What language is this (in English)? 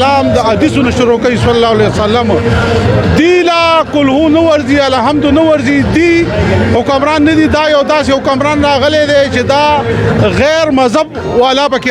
Pashto